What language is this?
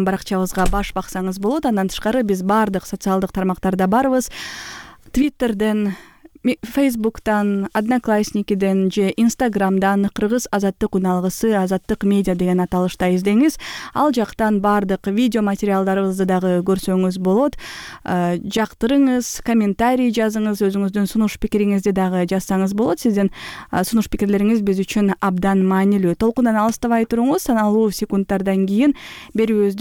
Kyrgyz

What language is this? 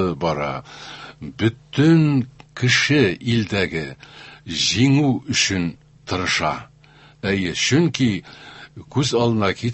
Tatar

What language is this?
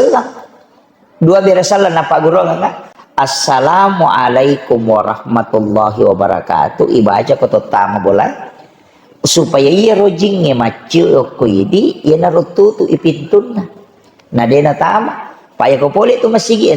Buginese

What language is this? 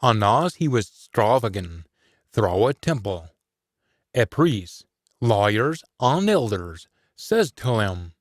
Scots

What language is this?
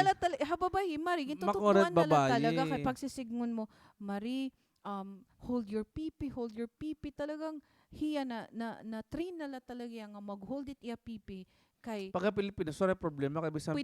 Waray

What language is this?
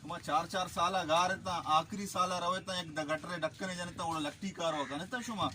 Baluchi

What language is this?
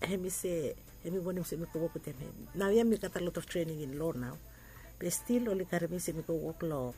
Bislama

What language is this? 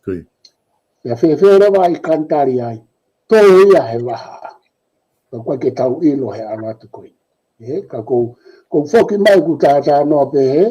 Tongan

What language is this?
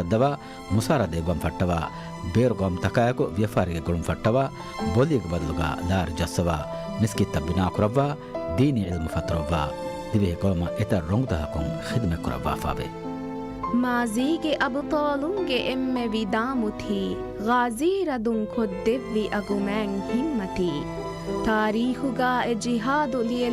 Divehi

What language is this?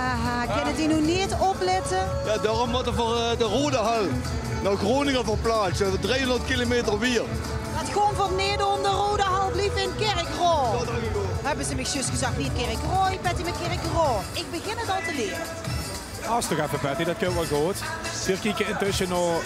Limburgish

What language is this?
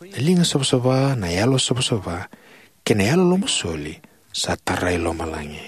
Fijian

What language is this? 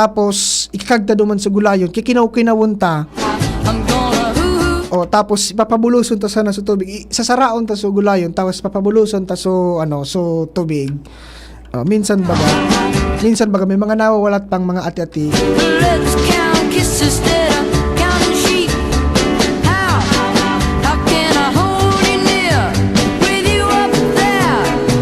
Bikol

